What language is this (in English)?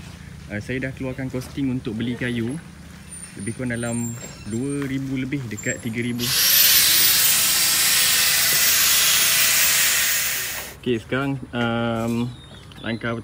Malay